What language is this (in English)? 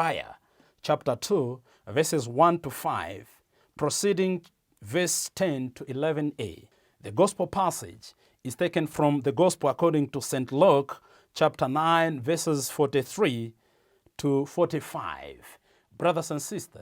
English